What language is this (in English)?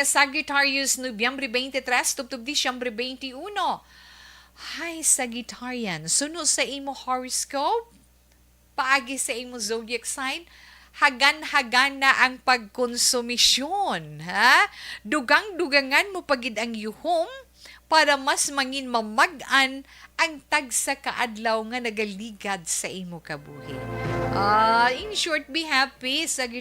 Hiligaynon